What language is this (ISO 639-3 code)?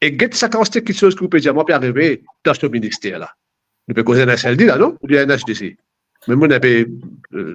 mfe